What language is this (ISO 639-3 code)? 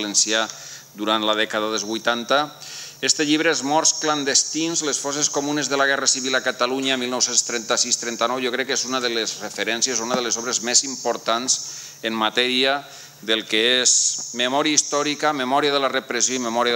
cat